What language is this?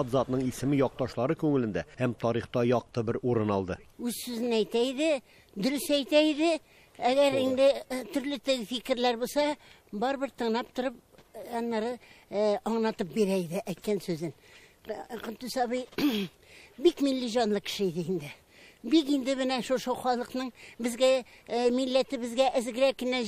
Tatar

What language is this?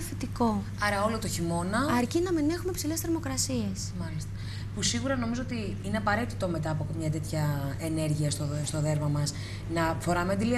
Greek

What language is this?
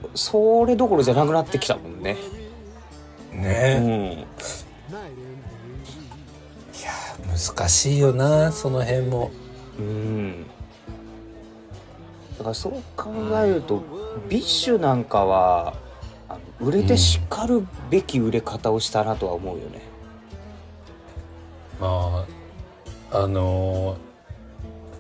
Japanese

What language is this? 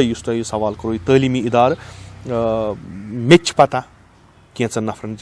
Kashmiri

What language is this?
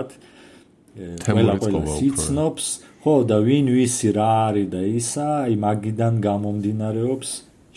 Georgian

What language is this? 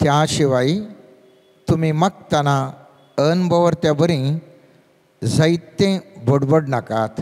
Konkani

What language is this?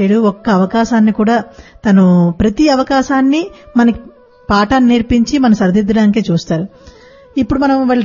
Telugu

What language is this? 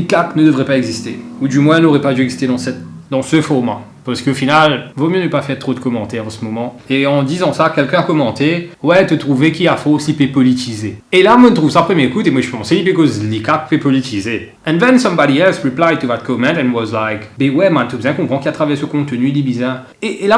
Morisyen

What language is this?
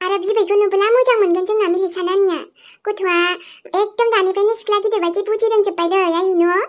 Bodo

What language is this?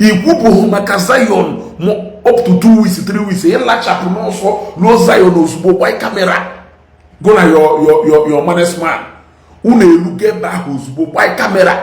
Igbo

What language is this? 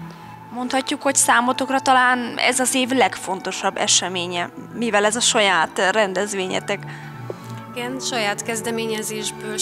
Hungarian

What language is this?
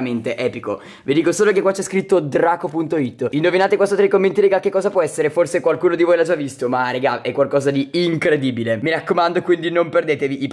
Italian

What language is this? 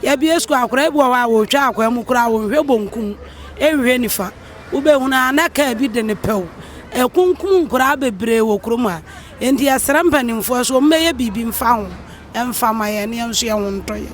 Akan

